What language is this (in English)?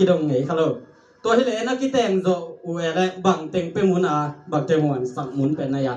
Tedim Chin